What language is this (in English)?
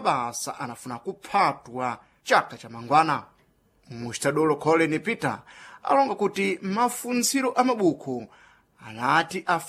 Sena